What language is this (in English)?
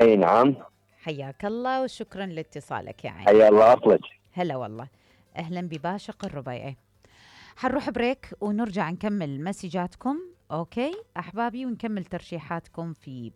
Mesopotamian Arabic